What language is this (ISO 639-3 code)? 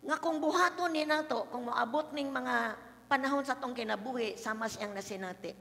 ceb